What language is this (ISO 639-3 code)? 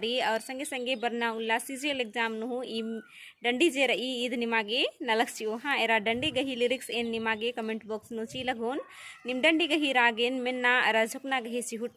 kru